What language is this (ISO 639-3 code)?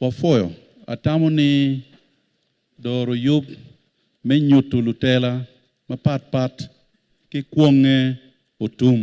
ach